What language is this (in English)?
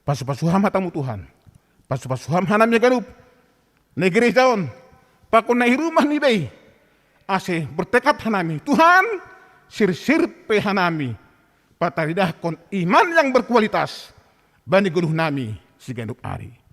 Batak Simalungun